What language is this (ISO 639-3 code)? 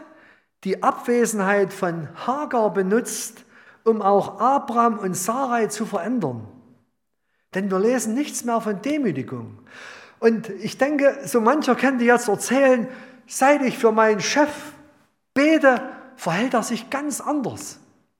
deu